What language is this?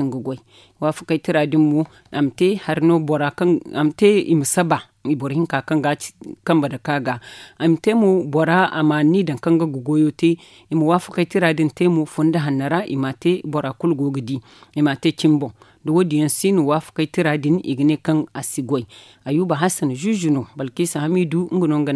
Zarma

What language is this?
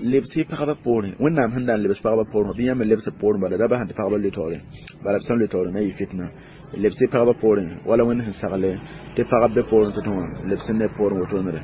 Mossi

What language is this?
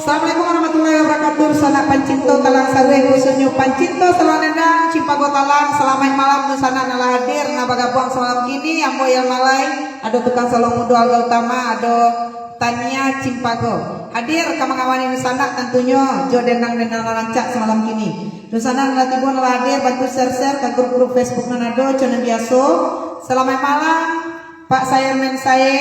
Minangkabau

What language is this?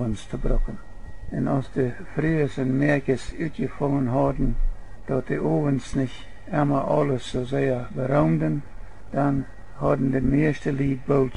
Plautdietsch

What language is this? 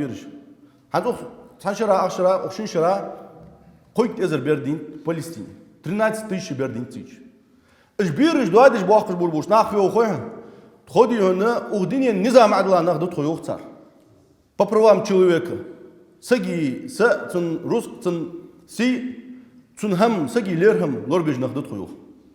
Ingush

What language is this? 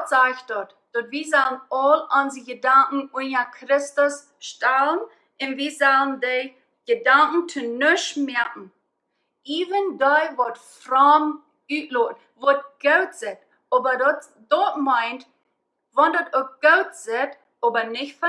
Plautdietsch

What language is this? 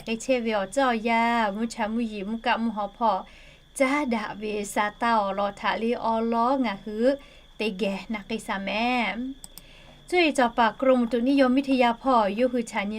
Lahu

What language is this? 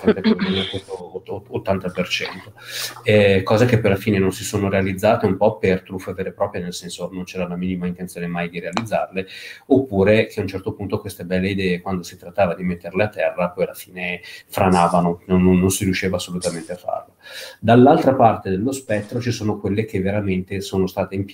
Italian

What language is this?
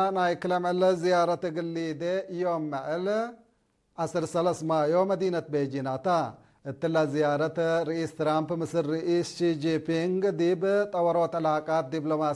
Tigre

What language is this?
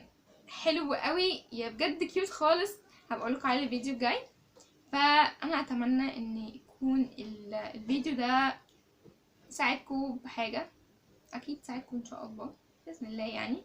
Egyptian Arabic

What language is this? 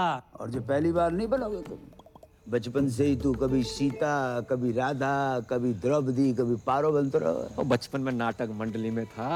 Hindi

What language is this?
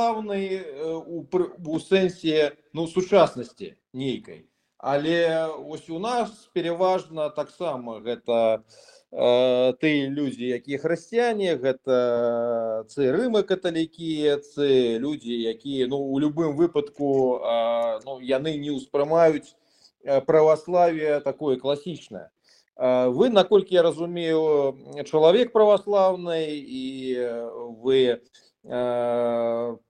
Belarusian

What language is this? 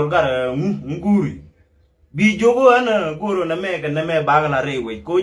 Nuer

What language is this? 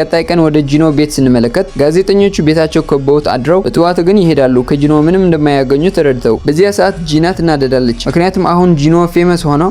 Amharic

